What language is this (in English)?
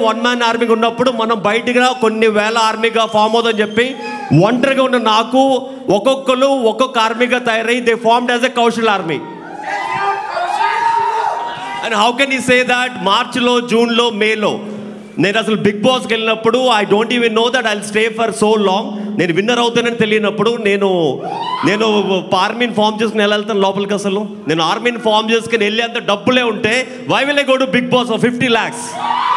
Telugu